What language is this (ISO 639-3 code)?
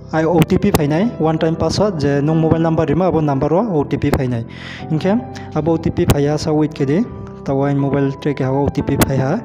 ria